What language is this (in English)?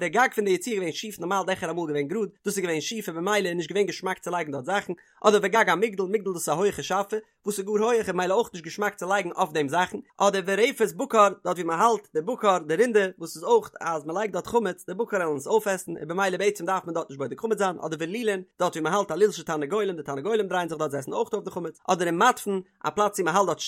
Yiddish